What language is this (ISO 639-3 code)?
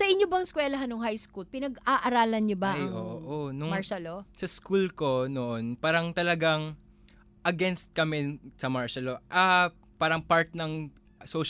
fil